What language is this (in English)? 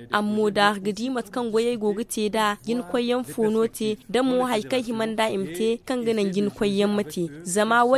Zarma